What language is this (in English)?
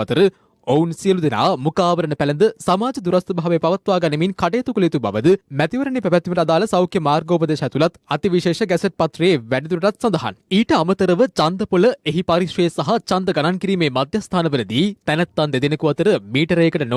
Sinhala